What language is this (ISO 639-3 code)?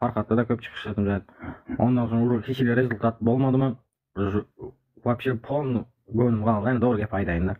tuk